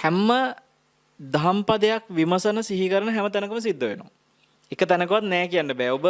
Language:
Sinhala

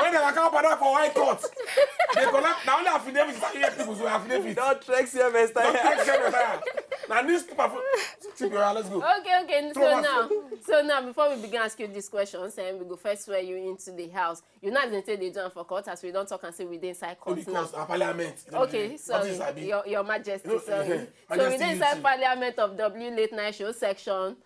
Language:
Nigerian Pidgin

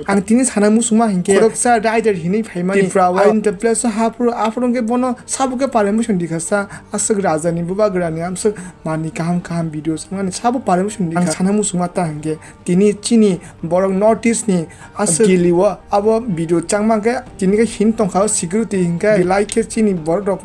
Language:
Kok Borok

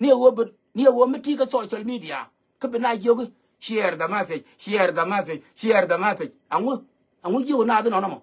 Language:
Nuer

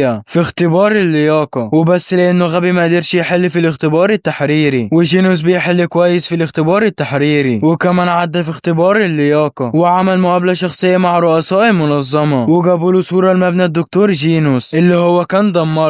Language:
Egyptian Arabic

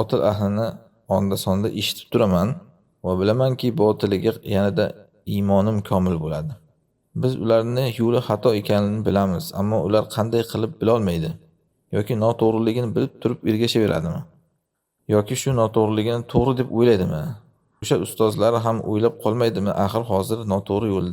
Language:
Uzbek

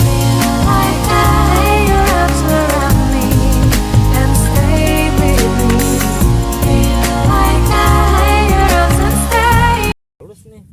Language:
Banjar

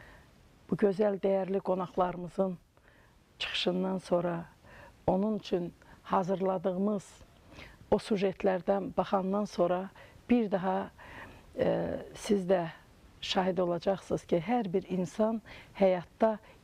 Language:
Azerbaijani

